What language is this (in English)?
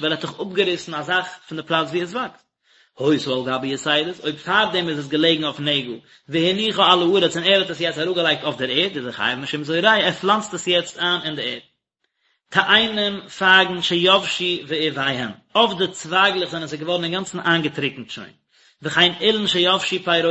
Yiddish